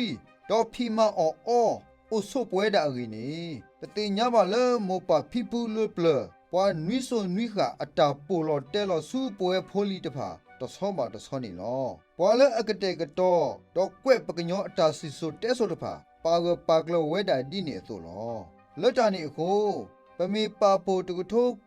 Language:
S'gaw Karen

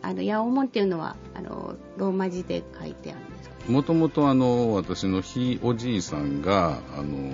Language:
Japanese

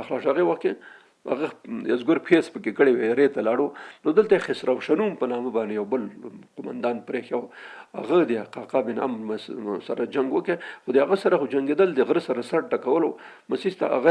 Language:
Pashto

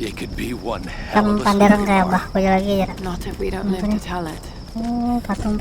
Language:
Banjar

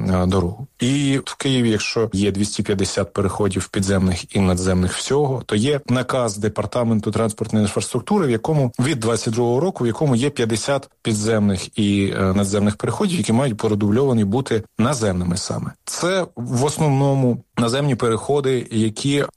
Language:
Ukrainian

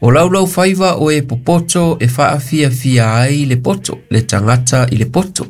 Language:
Samoan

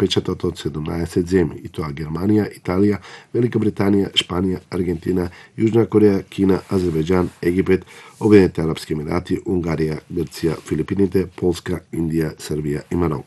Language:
Macedonian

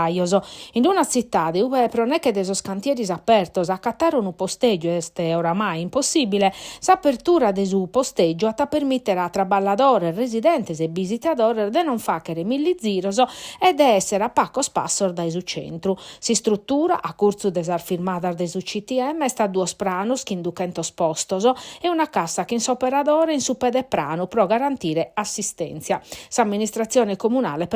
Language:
Sardinian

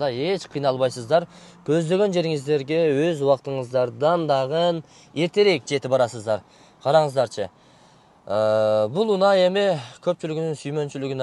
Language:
Kyrgyz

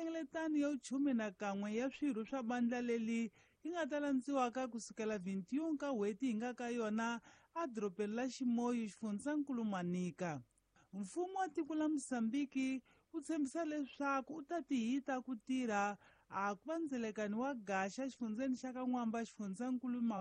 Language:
Tsonga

